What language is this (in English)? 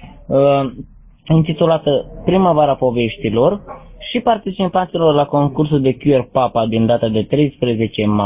Romanian